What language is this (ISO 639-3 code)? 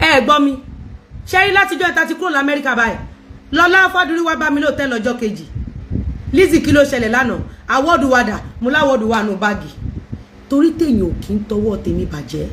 yor